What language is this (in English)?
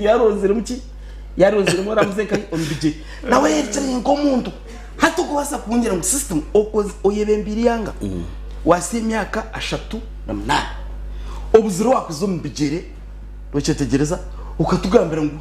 Nyankole